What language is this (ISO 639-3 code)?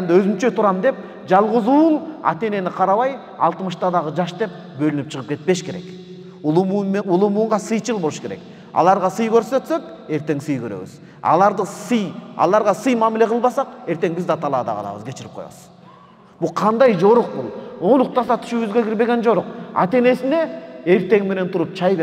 kir